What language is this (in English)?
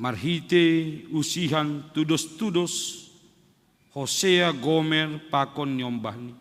Batak Simalungun